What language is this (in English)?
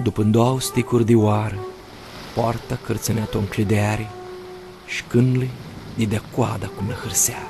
Aromanian